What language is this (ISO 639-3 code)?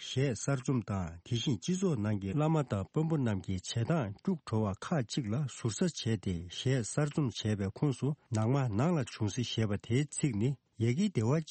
bod